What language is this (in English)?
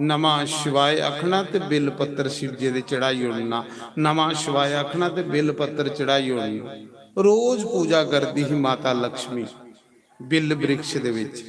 Dogri